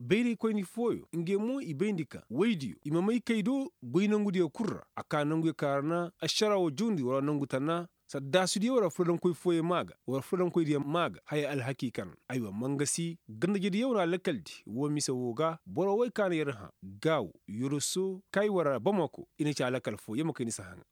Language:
Koyraboro Senni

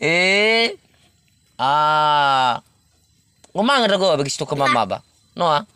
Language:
Nias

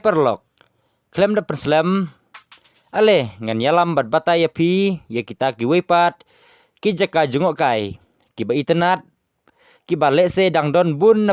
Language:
Khasi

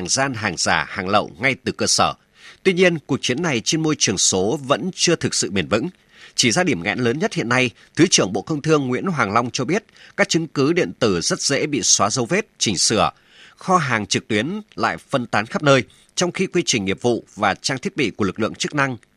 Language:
Vietnamese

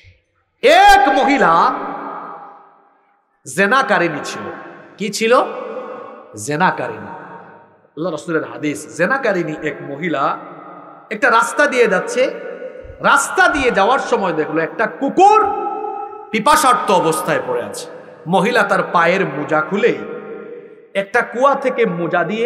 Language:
Bangla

